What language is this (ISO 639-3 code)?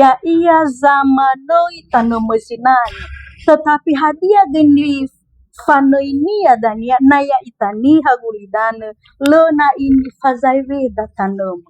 nia